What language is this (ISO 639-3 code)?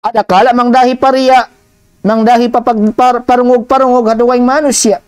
tsg